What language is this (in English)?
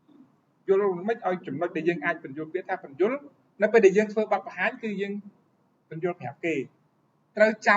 Khmer